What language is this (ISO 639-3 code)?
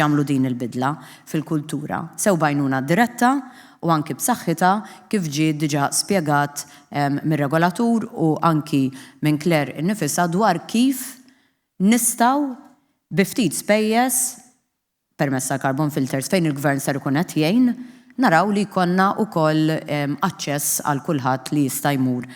mlt